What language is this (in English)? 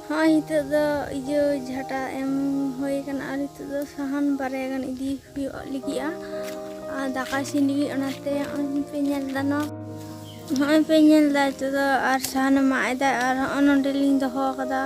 Santali